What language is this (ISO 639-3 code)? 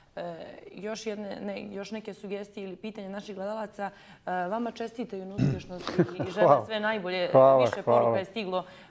bos